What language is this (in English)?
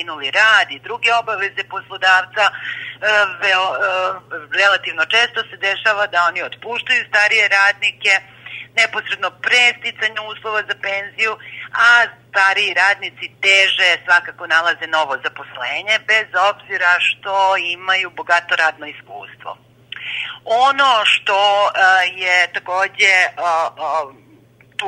Serbian